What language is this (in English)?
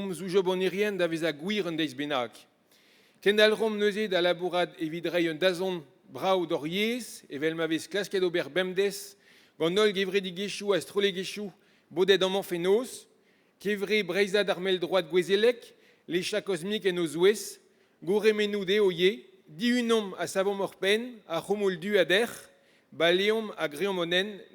Breton